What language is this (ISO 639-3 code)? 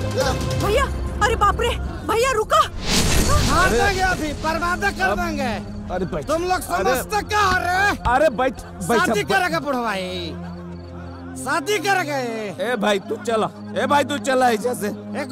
bho